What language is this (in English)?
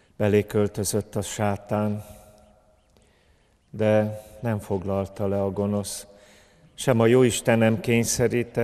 Hungarian